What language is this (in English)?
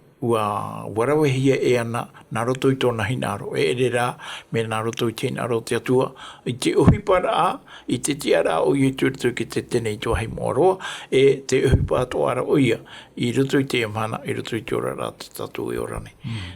Tahitian